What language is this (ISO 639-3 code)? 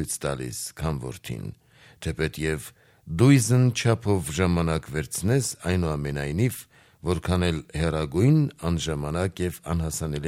hye